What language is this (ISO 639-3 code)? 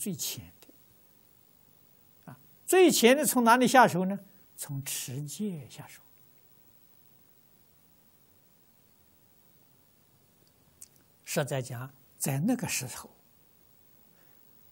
zho